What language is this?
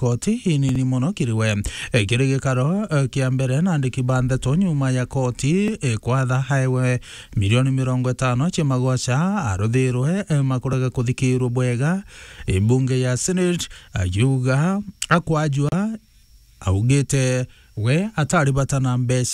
Meru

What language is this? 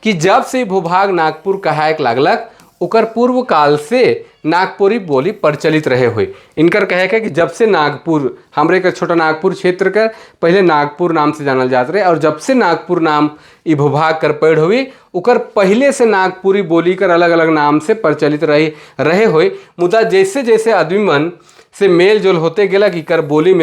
Sadri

